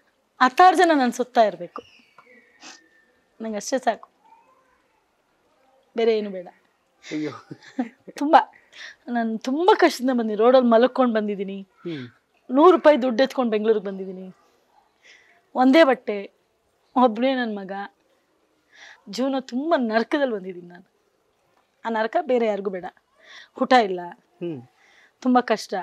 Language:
Kannada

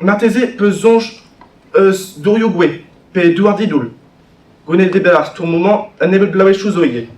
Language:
Breton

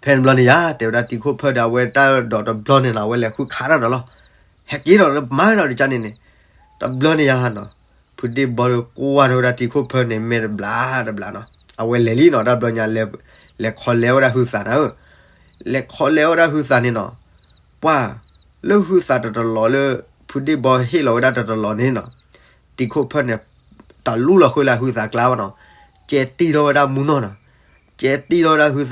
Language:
S'gaw Karen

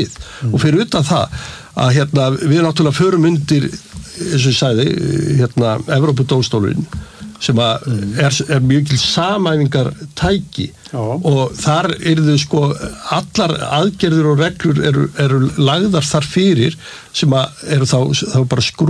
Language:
Icelandic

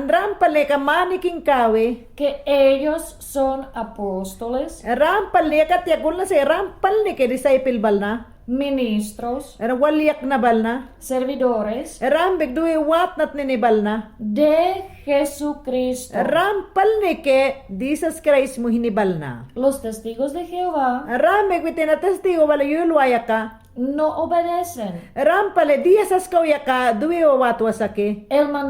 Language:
Mayangna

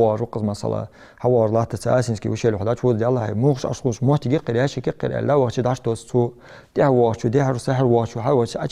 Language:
Ingush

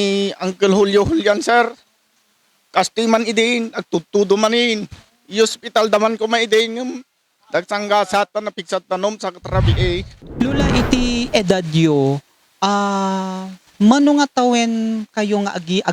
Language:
Iloko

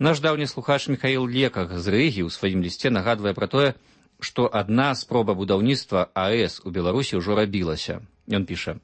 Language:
Belarusian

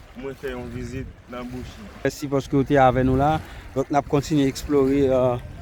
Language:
Haitian Creole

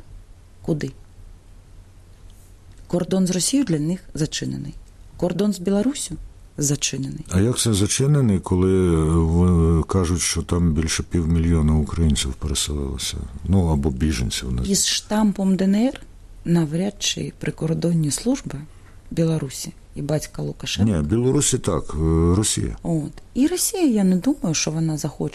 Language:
Ukrainian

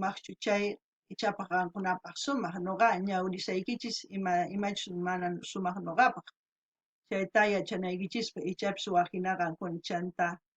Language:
South Bolivian Quechua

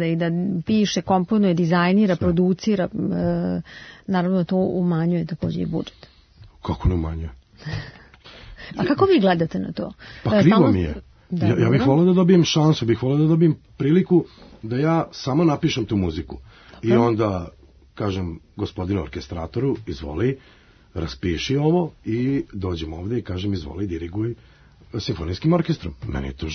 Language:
Serbian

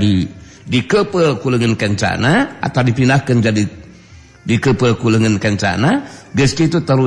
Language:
Sundanese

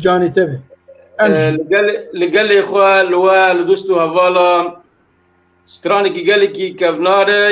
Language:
Kurdish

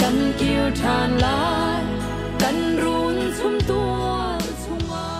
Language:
Hakha Chin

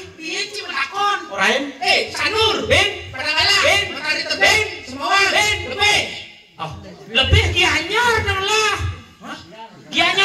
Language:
Balinese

